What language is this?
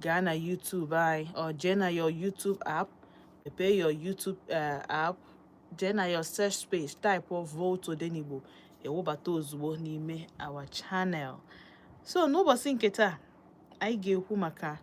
Igbo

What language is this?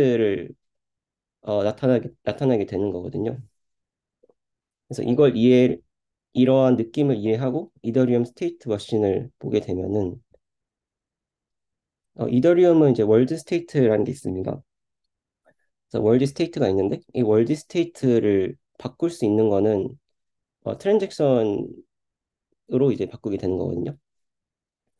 Korean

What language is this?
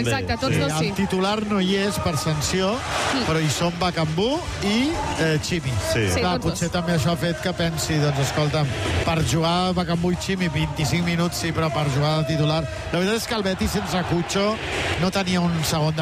Catalan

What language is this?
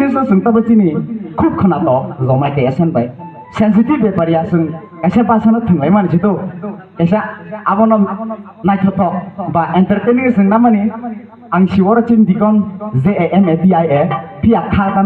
Kok Borok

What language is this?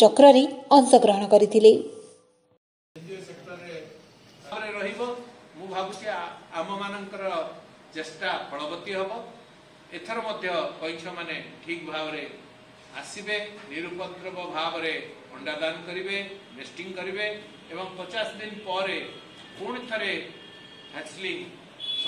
Odia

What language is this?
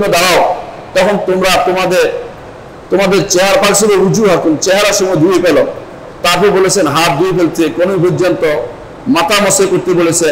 Bangla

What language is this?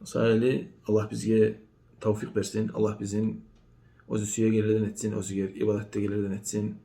Kumyk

